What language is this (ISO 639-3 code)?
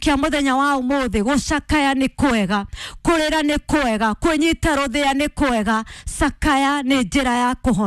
kik